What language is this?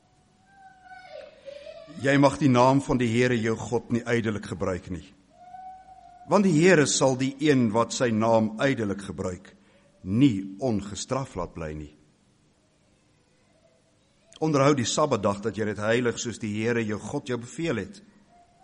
Afrikaans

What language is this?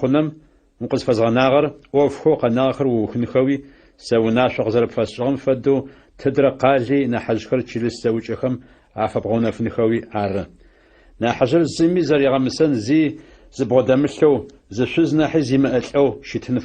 Adyghe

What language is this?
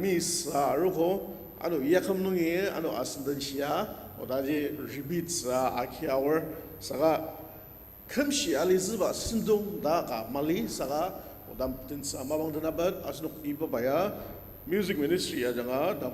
Ao Naga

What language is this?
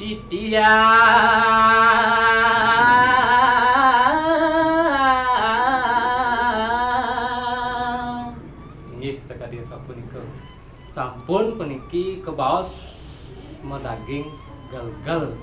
Balinese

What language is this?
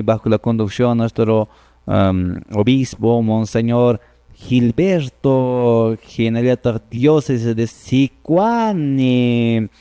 Quechua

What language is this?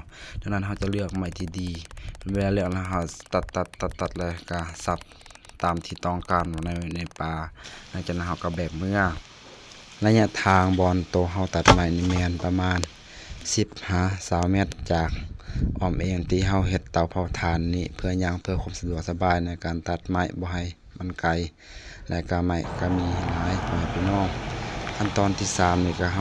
Lao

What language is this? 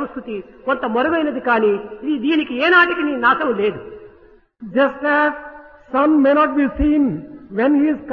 Telugu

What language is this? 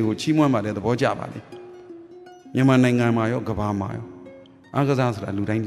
Burmese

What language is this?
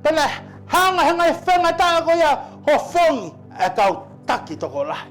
Tongan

